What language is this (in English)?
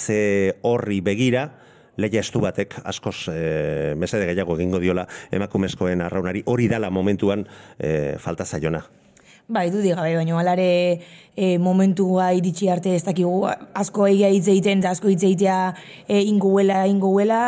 Basque